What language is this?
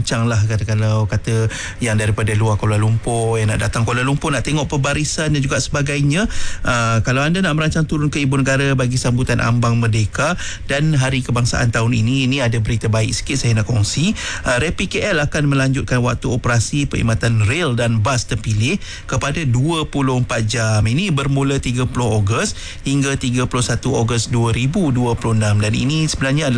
Malay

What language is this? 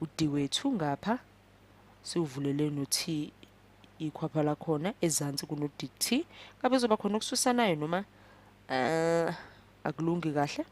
Zulu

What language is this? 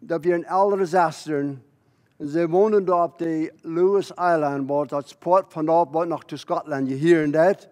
Plautdietsch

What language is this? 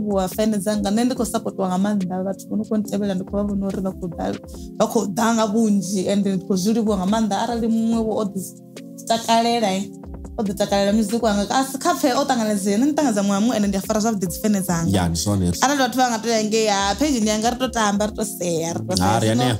Venda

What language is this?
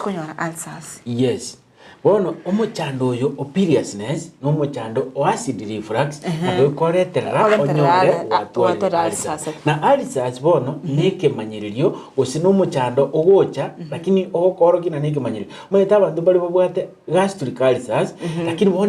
Gusii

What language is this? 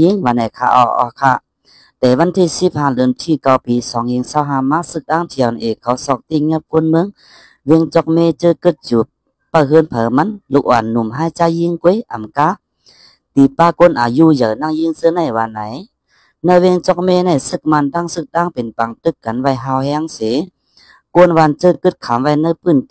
Shan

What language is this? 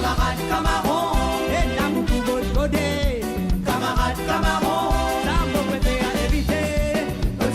Morisyen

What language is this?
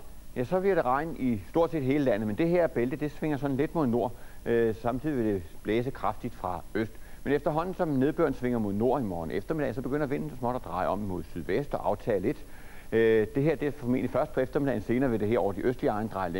Danish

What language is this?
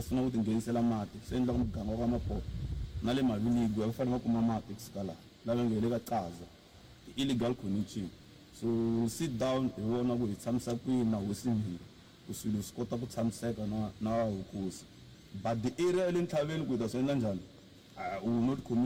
Tsonga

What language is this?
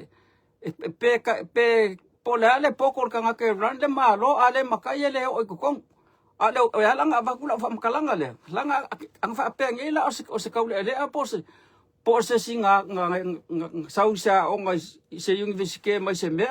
Samoan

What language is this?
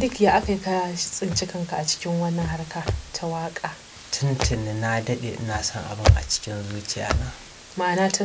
Hausa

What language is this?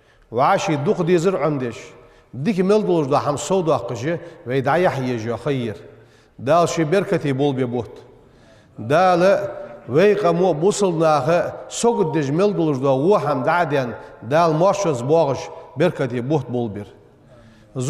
Ingush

